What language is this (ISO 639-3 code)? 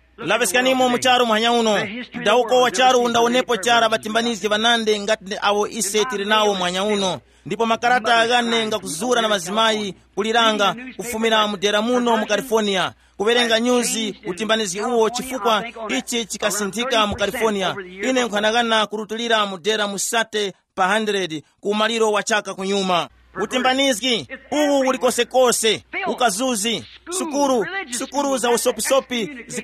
tum